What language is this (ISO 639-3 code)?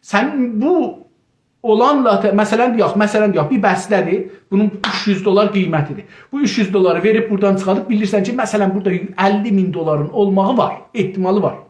azb